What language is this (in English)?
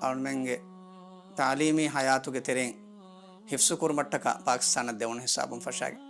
Divehi